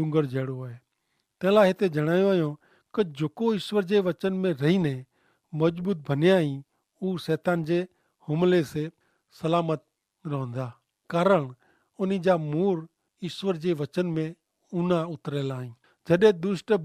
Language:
Kachhi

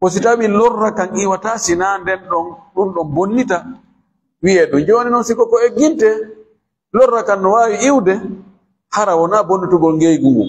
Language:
Fula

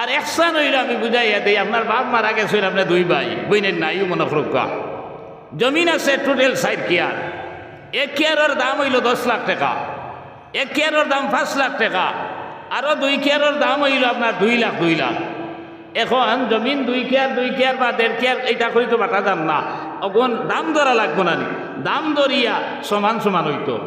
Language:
Sylheti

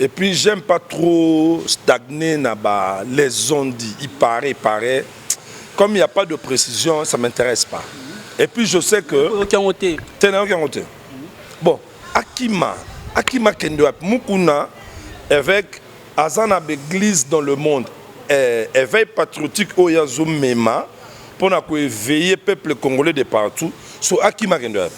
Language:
Lingala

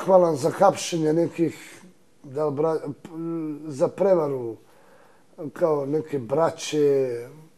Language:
Serbian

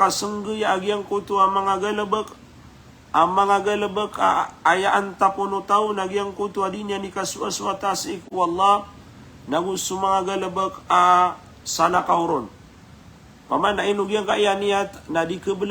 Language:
Maranao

